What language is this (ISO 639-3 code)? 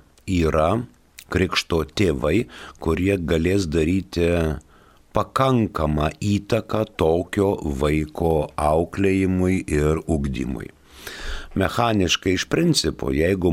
lit